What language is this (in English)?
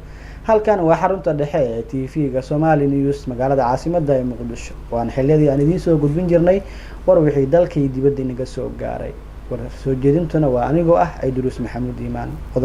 Somali